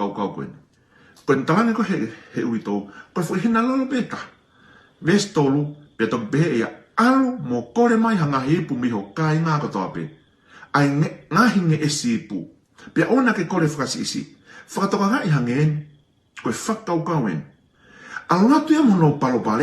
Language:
Tongan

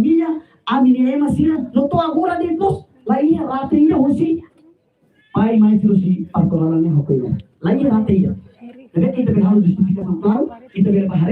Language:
Tetum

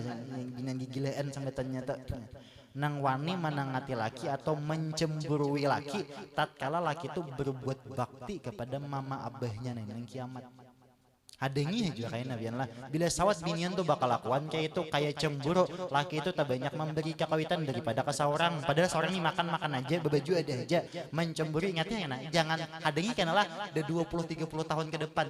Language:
Banjar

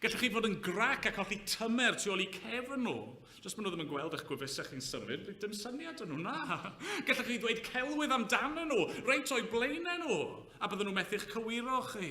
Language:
Welsh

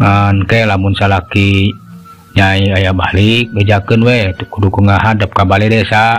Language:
Sundanese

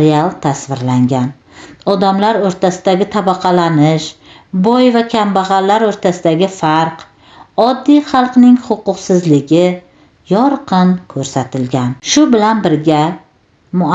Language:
Uzbek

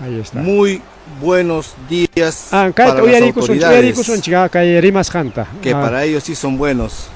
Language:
Ayacucho Quechua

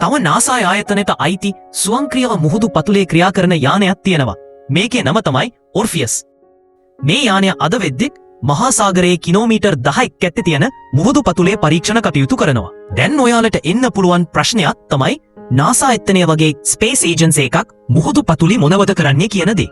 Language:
Sinhala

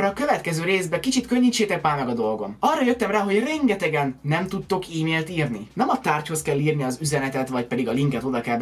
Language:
Hungarian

